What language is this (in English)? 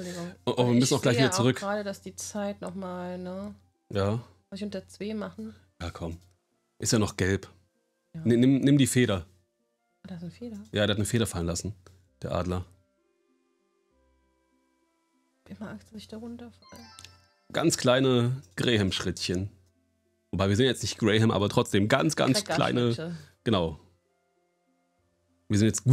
German